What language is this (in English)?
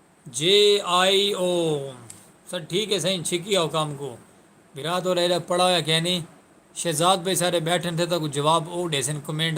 Saraiki